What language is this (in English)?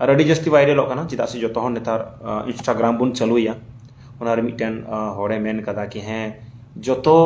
Santali